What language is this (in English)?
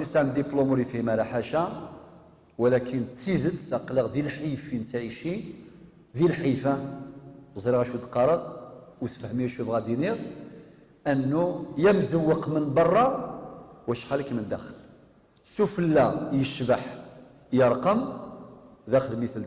Kabyle